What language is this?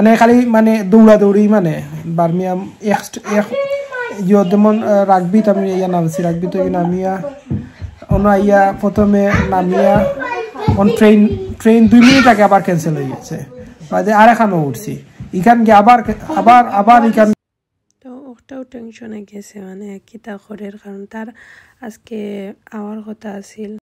Sylheti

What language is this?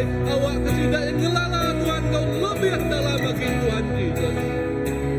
Iban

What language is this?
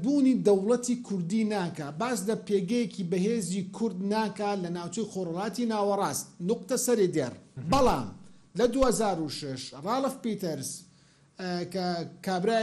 Central Kurdish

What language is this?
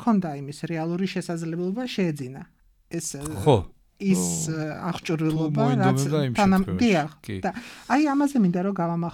Georgian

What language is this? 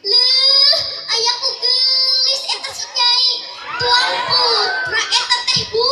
Sundanese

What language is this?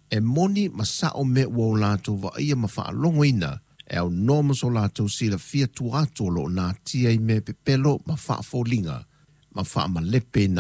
Samoan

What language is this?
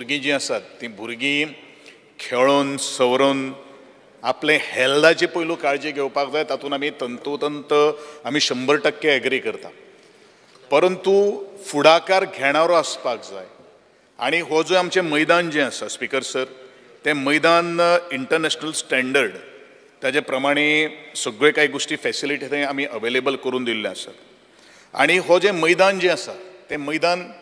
Konkani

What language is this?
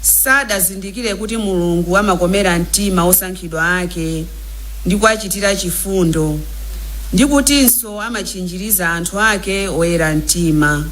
Nyanja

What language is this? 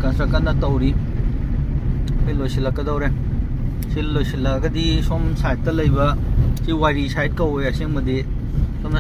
Manipuri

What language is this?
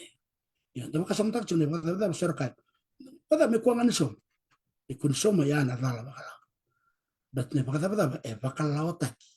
Fijian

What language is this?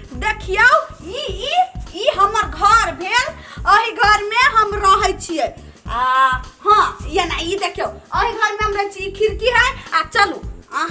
Maithili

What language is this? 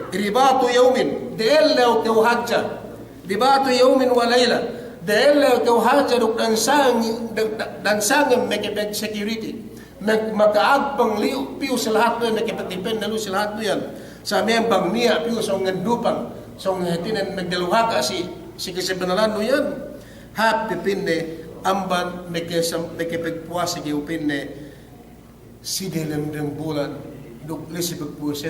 Yakan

